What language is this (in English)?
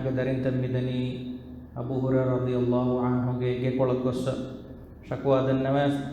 Divehi